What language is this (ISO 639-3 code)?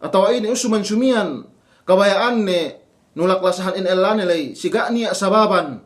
yka